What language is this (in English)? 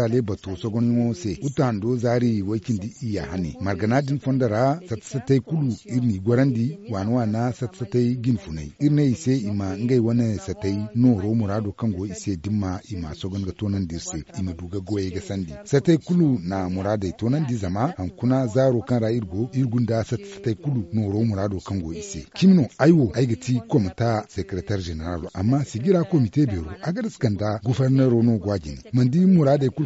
Zarma